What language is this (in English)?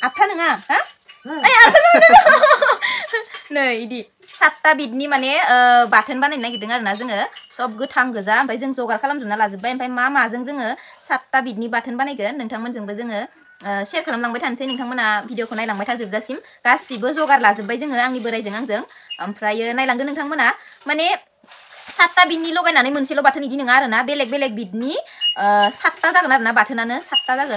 Bodo